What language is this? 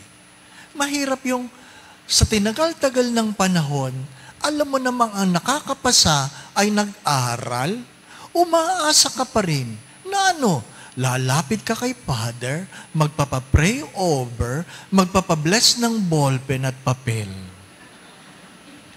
Filipino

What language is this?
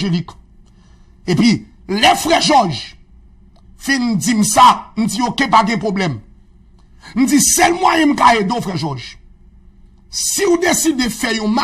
Haitian Creole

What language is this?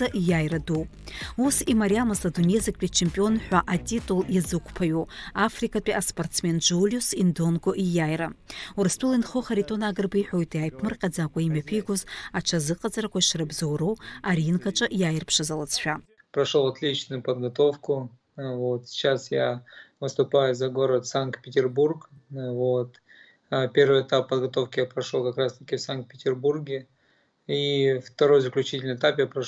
Abkhazian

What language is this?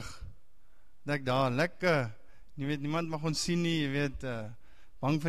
Afrikaans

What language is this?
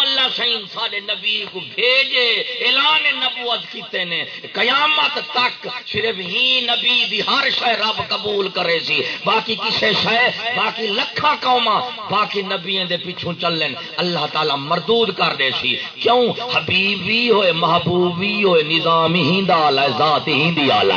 Saraiki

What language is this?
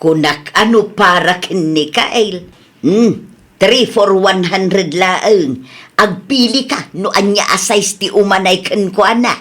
Iloko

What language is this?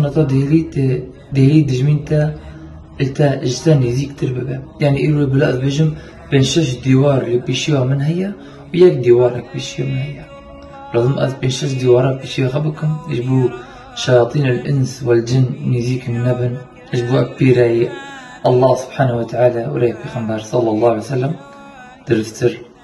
Kurdish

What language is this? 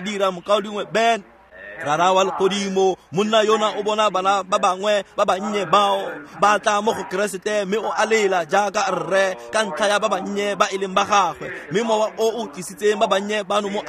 Tswana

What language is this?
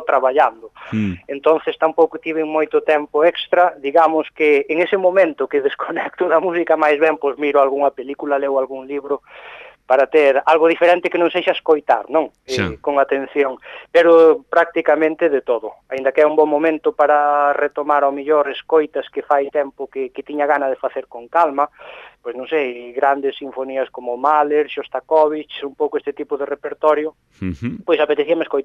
Galician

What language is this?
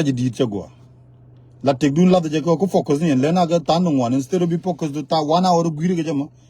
Nuer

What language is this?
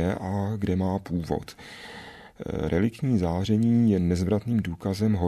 Czech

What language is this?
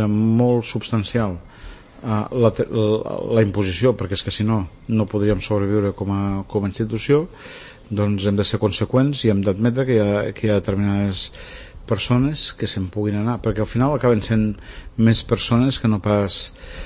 Catalan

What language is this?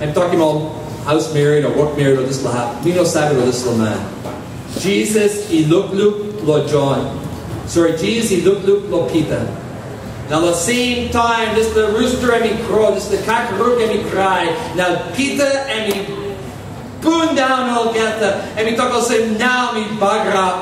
Tok Pisin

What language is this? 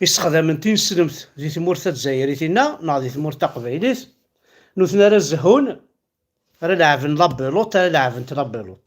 Kabyle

